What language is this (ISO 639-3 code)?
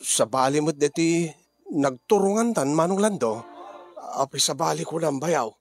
ilo